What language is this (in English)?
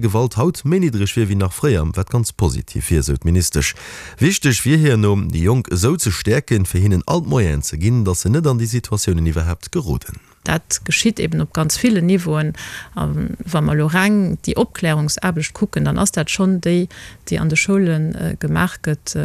Luxembourgish